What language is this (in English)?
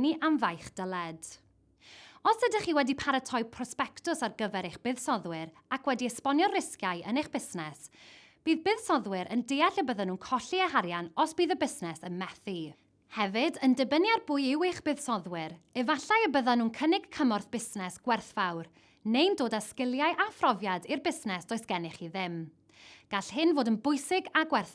Welsh